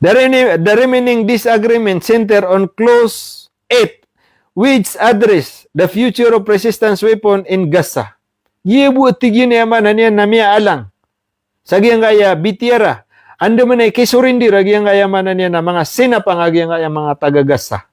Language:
Maranao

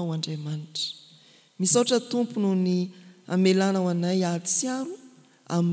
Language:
Malagasy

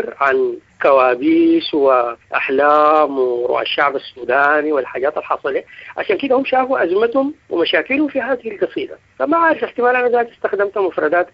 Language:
Sudanese Arabic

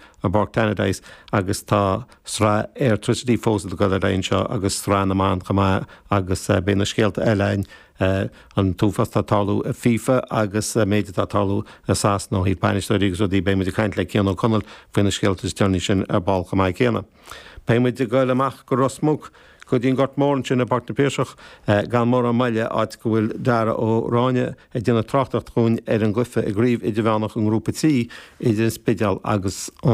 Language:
Irish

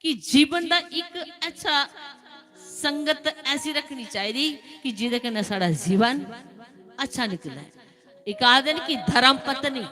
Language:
Dogri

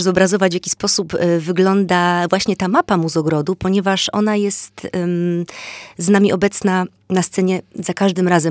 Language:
Polish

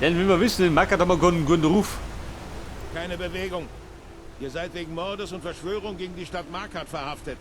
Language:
Bavarian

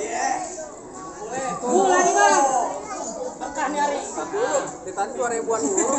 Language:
Betawi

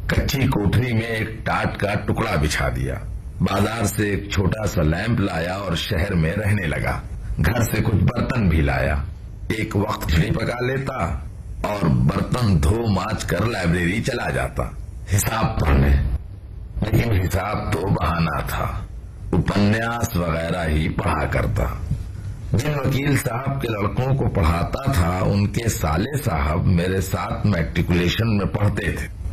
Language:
Hindi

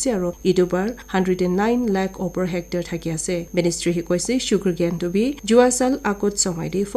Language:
Naga Pidgin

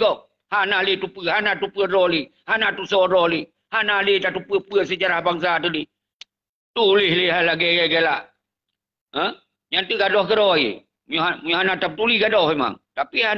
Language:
Achinese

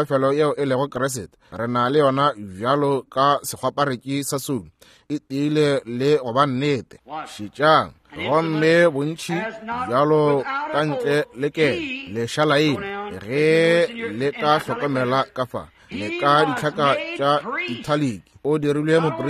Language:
Northern Sotho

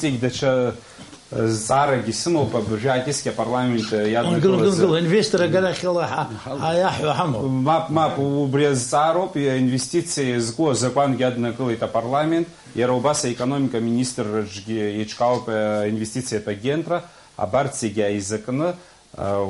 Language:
Abkhazian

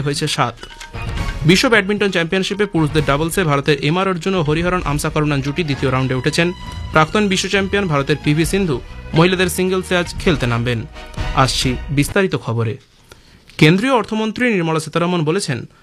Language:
Bangla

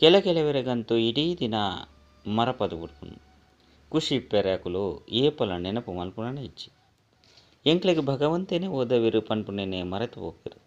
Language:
Tulu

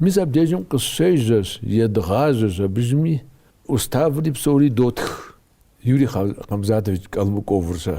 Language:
Kabardian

